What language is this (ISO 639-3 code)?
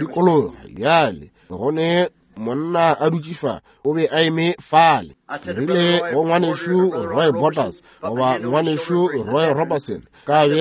nso